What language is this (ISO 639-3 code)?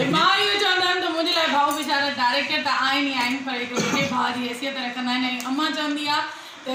snd